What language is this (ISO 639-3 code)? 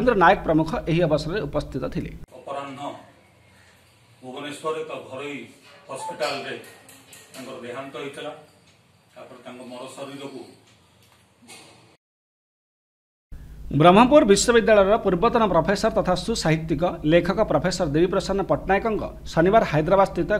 ori